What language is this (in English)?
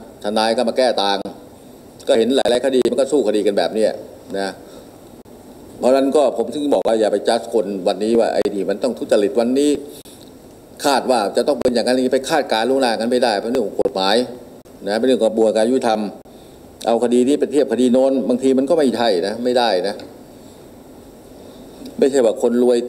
Thai